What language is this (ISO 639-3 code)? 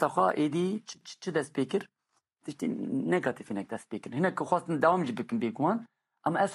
kur